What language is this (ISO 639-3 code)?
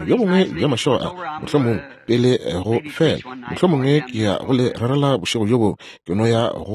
nso